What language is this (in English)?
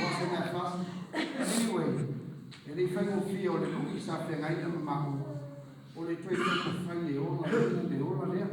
Samoan